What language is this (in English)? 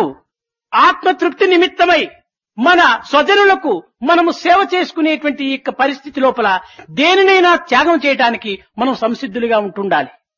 Telugu